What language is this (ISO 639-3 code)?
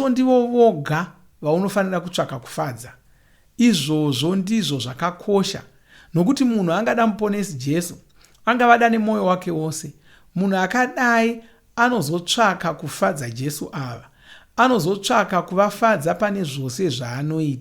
sna